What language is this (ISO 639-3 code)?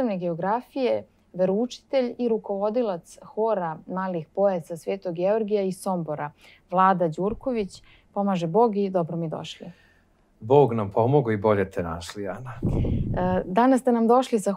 srp